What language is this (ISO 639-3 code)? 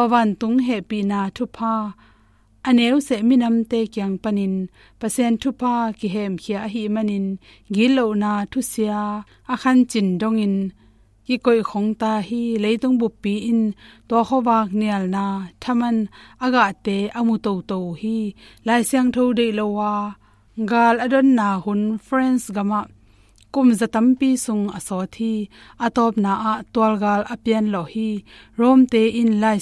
ctd